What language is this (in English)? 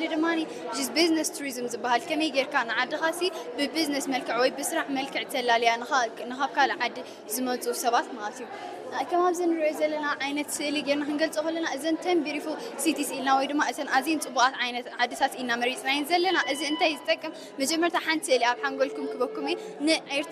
Tigrinya